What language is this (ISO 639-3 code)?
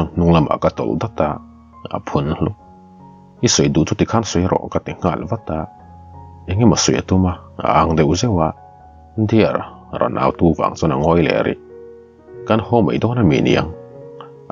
lus